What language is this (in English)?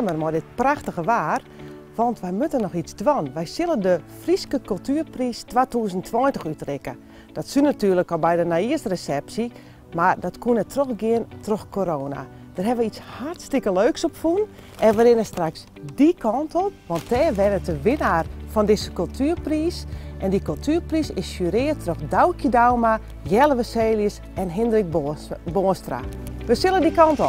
Western Frisian